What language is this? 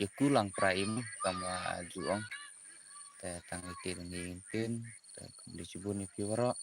Khasi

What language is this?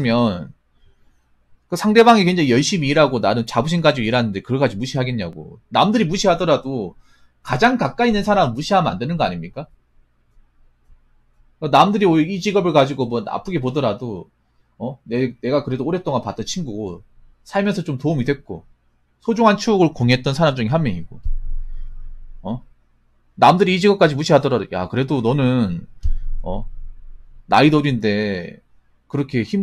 Korean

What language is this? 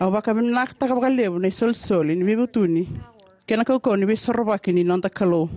Fijian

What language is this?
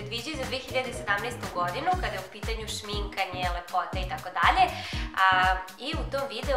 Serbian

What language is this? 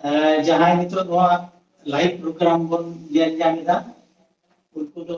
Santali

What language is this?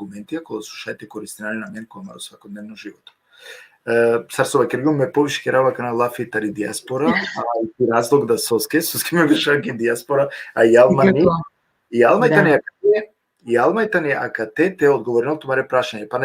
Balkan Romani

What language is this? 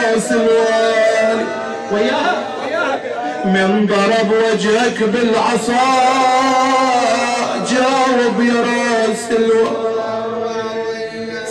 Arabic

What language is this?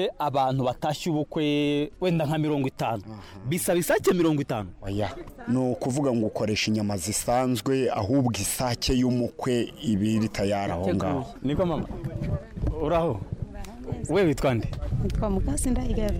Kinyarwanda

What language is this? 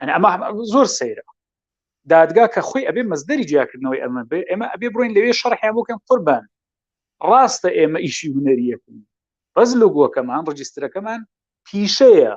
Central Kurdish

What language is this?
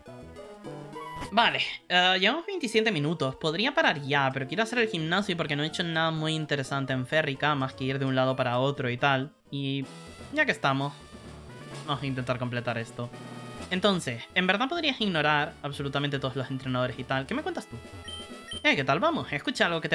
Spanish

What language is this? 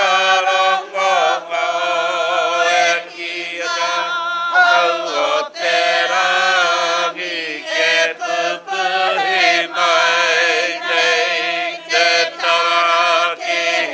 Māori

